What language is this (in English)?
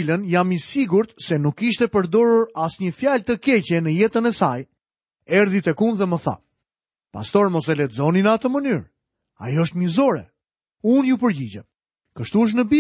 Albanian